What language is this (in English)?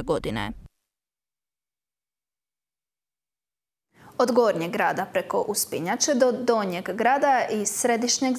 Croatian